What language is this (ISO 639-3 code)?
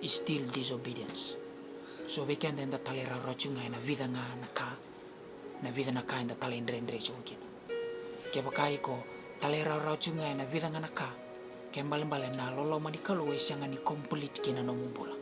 fij